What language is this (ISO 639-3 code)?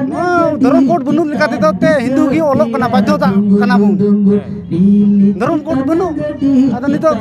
sat